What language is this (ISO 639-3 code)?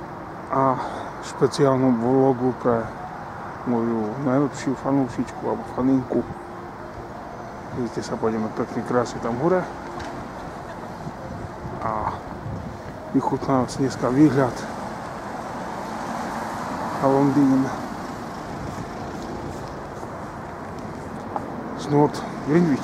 slk